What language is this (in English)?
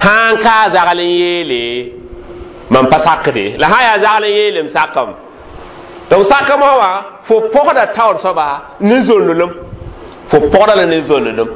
Mossi